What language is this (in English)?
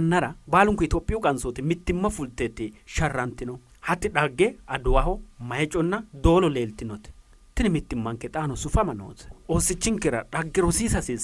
Sidamo